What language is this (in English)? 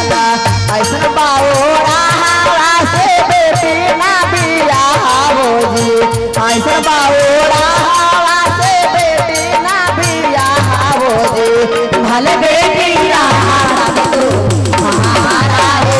Magahi